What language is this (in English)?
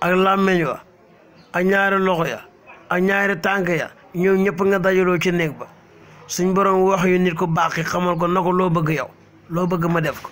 Wolof